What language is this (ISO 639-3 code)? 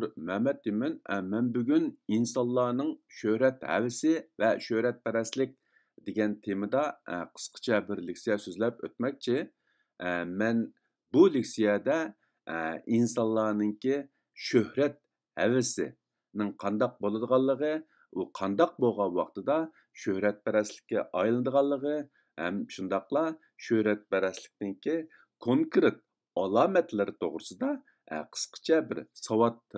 uig